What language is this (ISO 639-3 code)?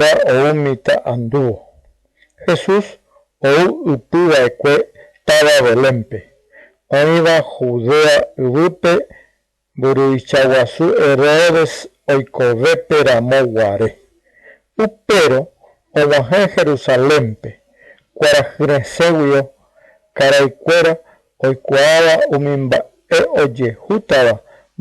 grn